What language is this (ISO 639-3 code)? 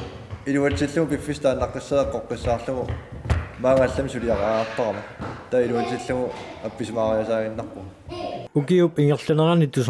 kal